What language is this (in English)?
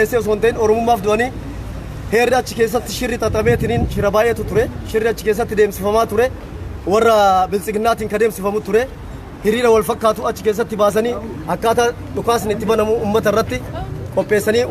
Oromo